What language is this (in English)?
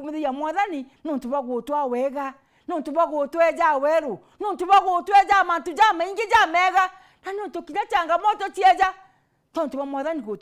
Meru